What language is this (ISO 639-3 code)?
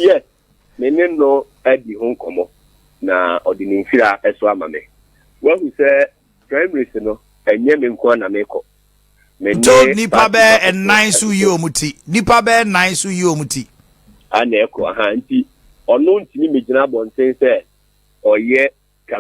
aka